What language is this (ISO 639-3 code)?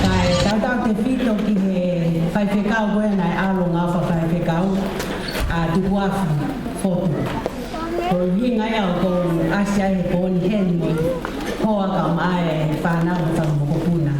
ton